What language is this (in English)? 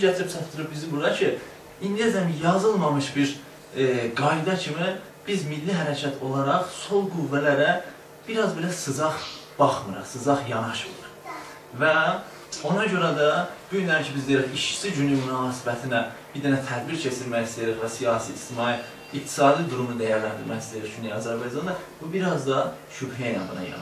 South Azerbaijani